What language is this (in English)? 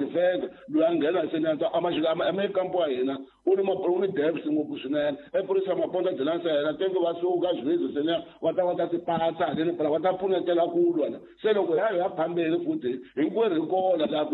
Tsonga